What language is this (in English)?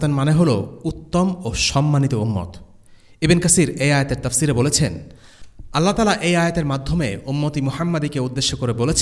Bangla